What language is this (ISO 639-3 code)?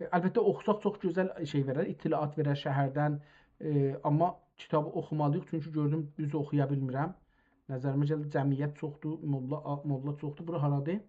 azb